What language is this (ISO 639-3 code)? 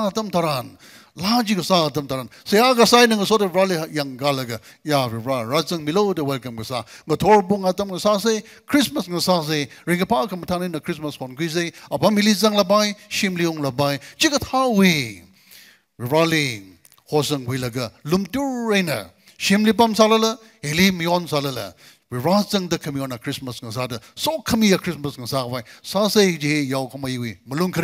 nmf